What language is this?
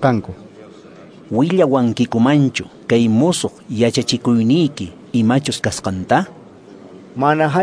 Quechua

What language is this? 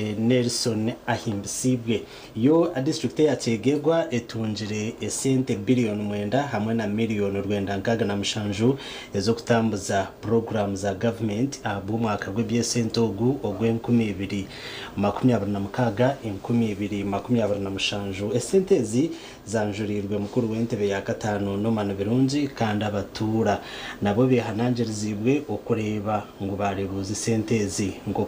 Nyankole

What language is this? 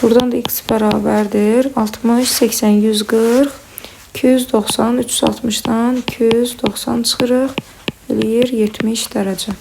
Azerbaijani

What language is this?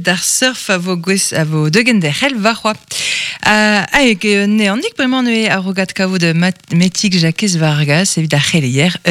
Breton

